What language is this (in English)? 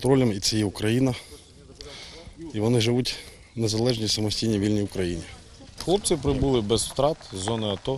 Ukrainian